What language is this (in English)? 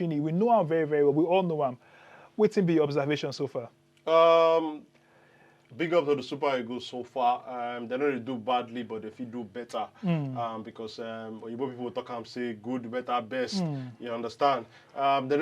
Nigerian Pidgin